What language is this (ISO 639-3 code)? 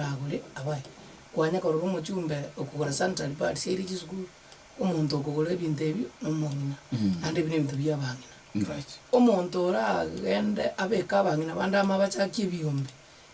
guz